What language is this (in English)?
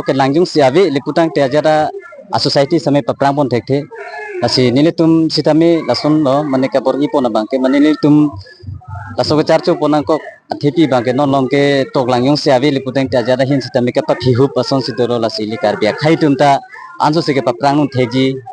Karbi